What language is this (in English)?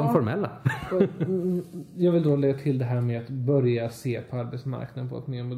Swedish